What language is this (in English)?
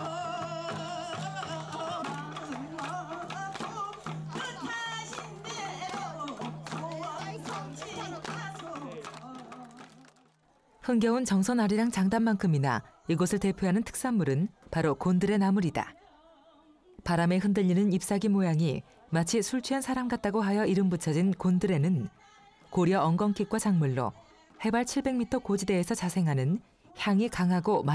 Korean